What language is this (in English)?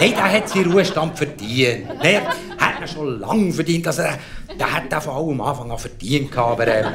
Swiss German